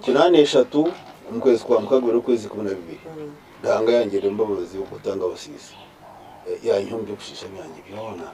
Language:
Nyankole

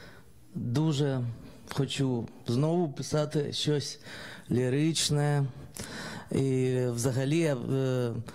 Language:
Ukrainian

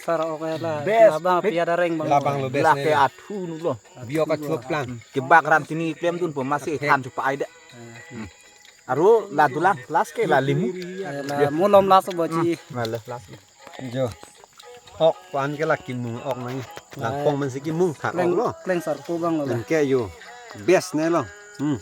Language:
Karbi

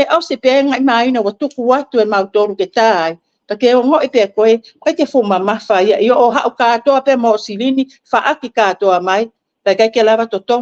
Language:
Tongan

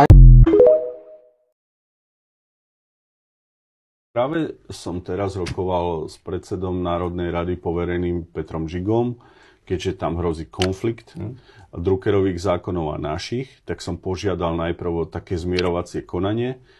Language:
Slovak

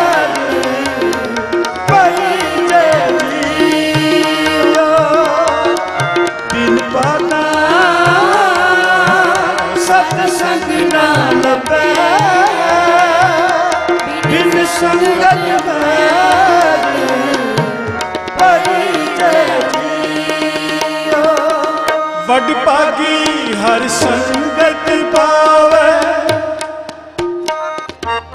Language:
Punjabi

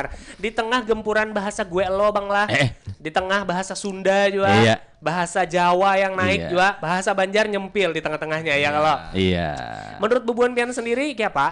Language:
Banjar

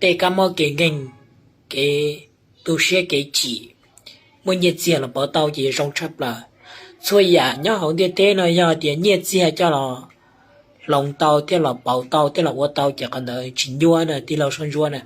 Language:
Hmong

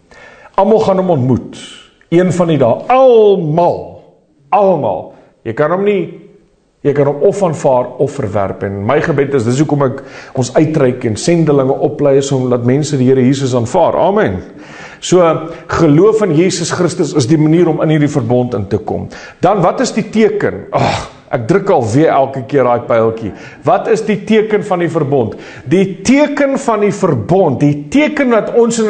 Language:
Afrikaans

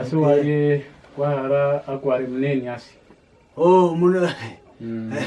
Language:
Kwangali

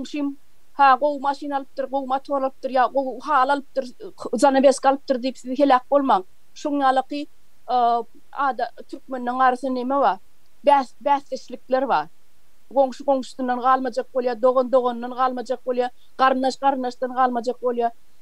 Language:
Turkmen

